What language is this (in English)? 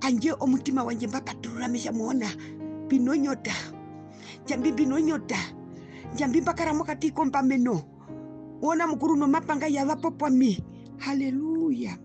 Herero